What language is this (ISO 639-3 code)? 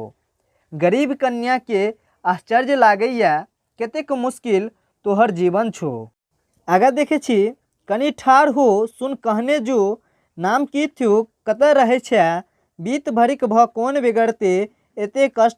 mai